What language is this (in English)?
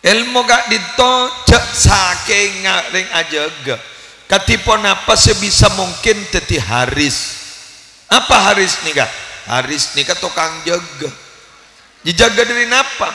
Madurese